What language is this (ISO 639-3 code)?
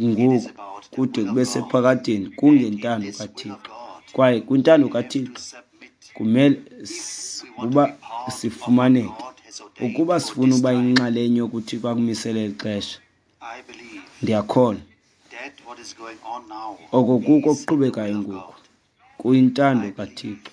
xho